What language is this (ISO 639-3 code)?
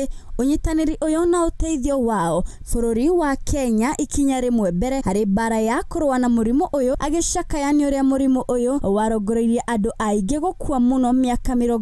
kik